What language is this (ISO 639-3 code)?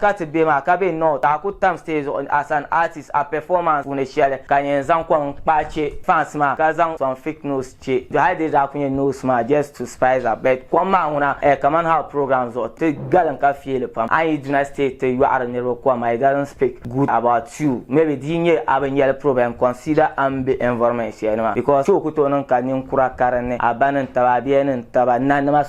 dag